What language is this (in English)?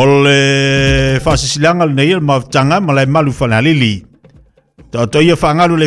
Samoan